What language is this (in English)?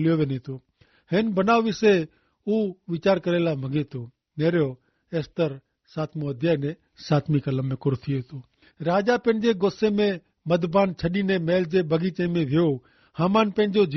Kachhi